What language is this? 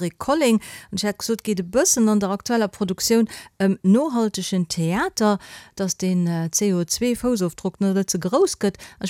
Luxembourgish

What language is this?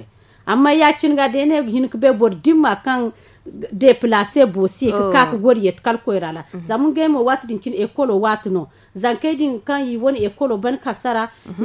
Zarma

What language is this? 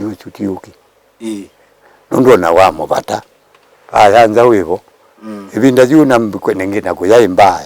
Kamba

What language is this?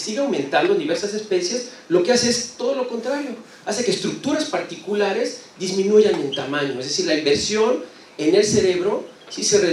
Spanish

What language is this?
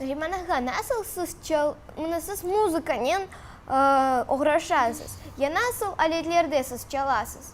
Crimean Tatar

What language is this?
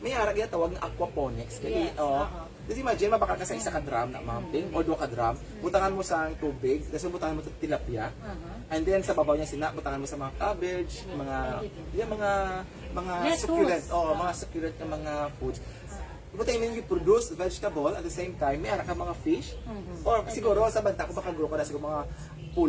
Hiligaynon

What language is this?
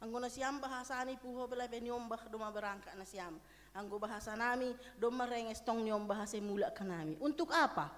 Batak Simalungun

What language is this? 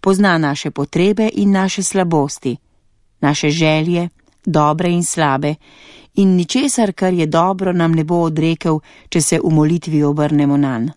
Slovenian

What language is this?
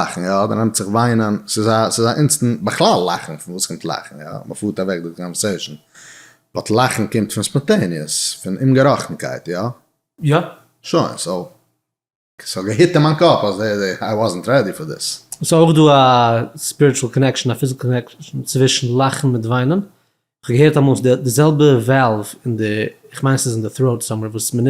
Yiddish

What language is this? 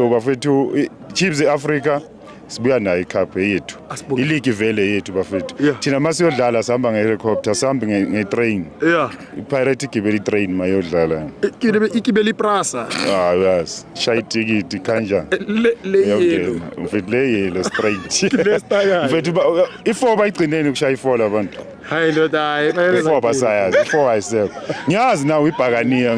Zulu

